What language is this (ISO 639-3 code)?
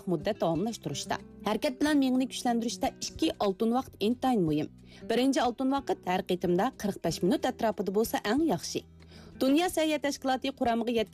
uig